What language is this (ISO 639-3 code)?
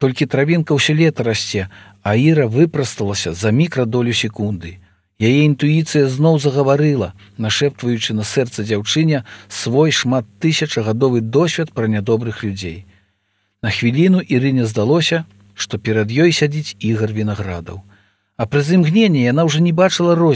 bel